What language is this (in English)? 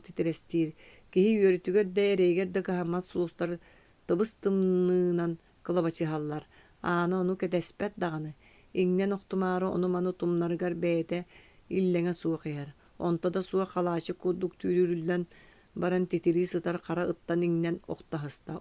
Yakut